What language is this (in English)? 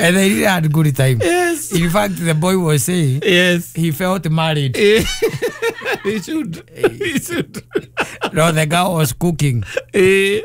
Kikuyu